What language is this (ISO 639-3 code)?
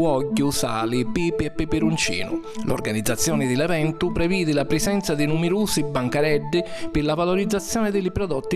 scn